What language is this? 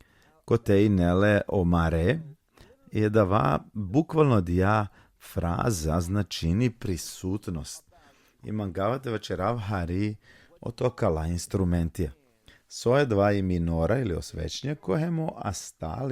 Balkan Romani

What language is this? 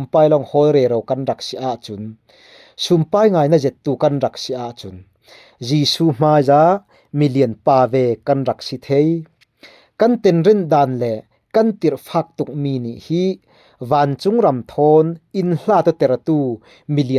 Falam Chin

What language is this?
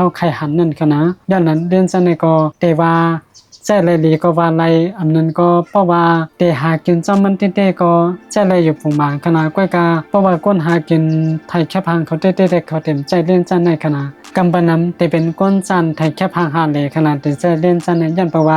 Shan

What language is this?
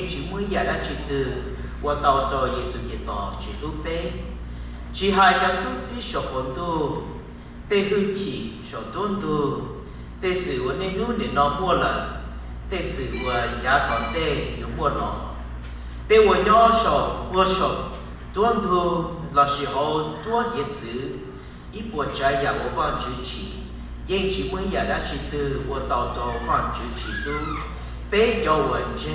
Hmong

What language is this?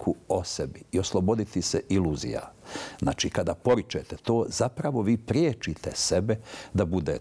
Bosnian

